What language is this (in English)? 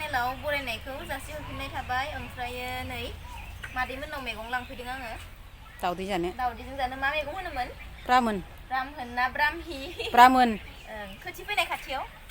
Bodo